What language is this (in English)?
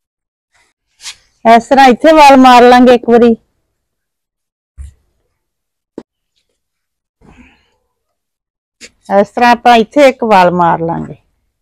Punjabi